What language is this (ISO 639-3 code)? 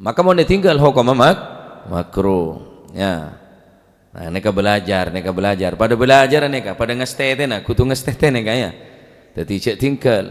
mad